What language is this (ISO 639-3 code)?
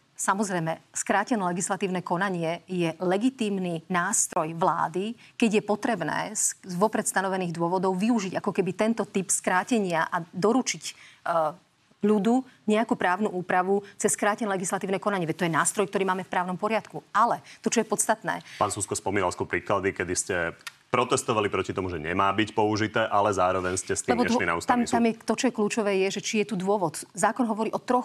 slk